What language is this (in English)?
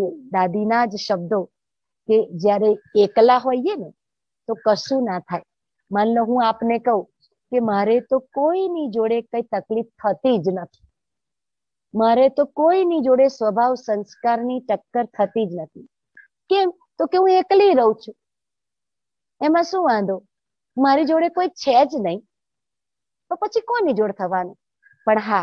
Gujarati